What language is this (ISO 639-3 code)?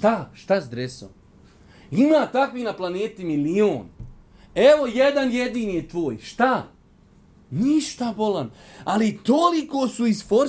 bos